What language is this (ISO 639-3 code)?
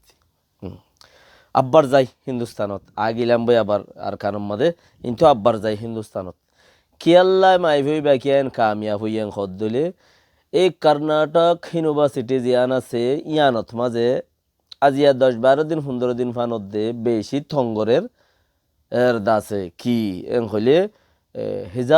rhg